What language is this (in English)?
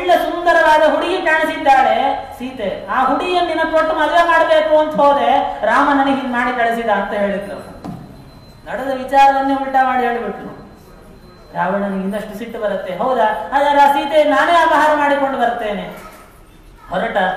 Kannada